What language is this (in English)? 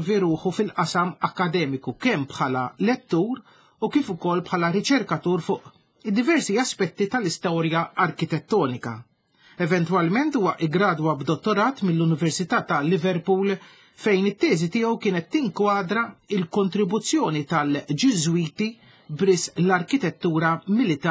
Maltese